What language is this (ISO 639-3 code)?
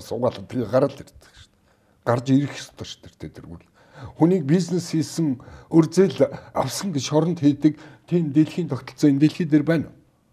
mon